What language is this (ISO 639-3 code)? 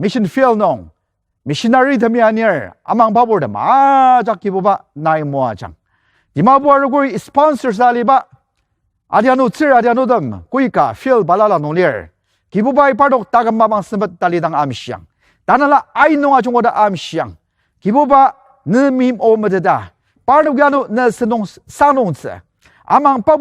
njo